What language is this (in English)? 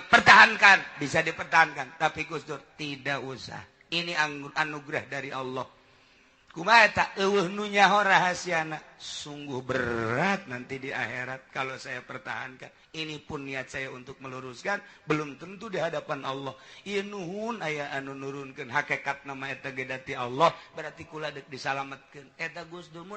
Sundanese